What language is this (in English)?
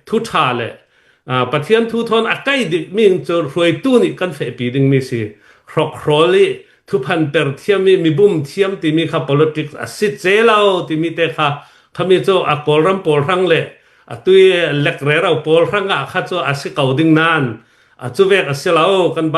Hakha Chin